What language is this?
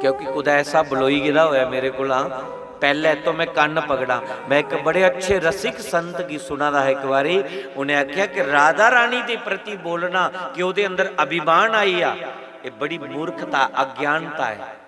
Dogri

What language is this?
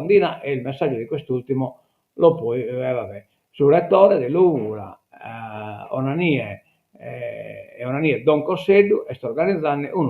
Sardinian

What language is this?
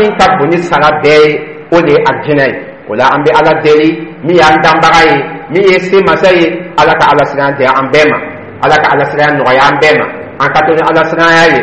Dyula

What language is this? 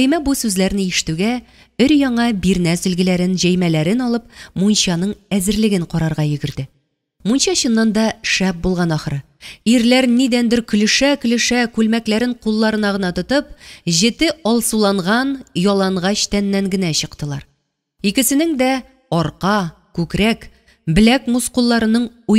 Tatar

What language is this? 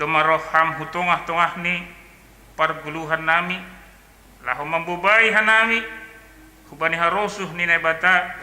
Batak Simalungun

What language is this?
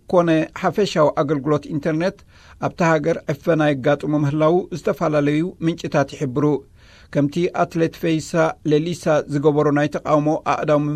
Tigrinya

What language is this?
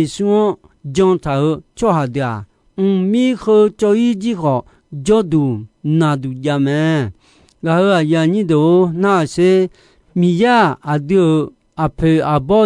Akha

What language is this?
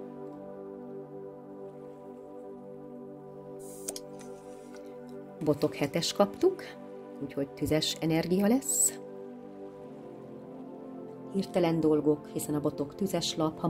Hungarian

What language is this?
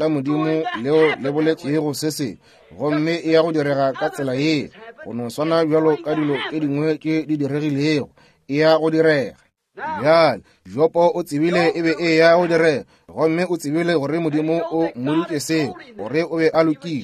Northern Sotho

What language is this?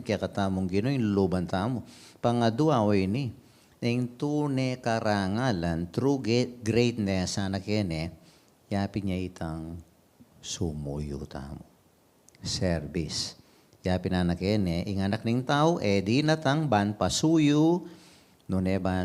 Pampanga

